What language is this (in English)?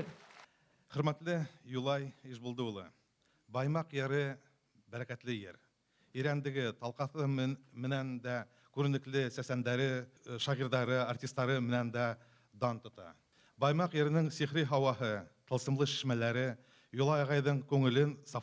Bashkir